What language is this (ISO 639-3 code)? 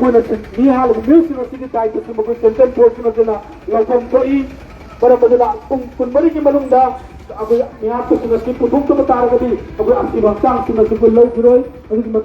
mni